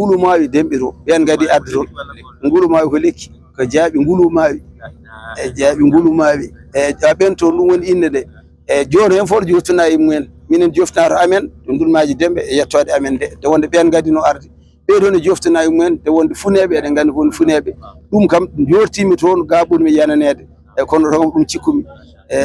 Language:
Fula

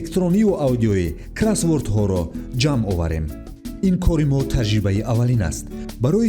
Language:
Tajik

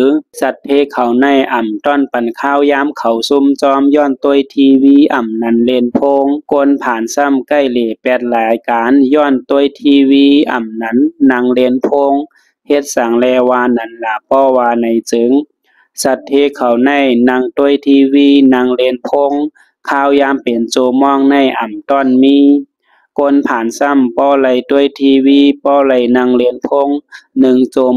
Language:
Shan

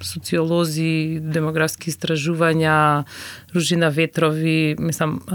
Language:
Macedonian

